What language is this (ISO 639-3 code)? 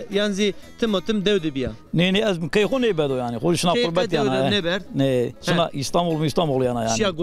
zza